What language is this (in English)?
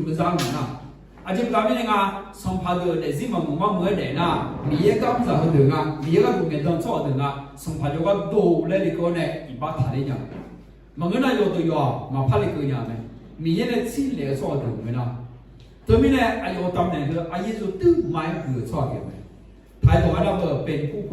Akha